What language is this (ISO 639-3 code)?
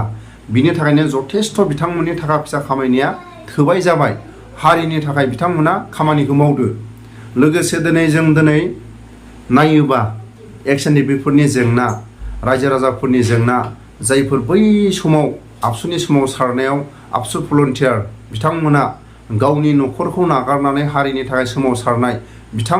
brx